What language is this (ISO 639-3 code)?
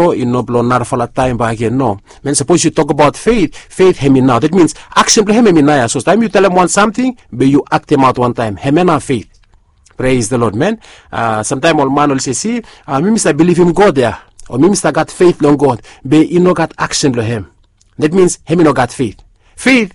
bis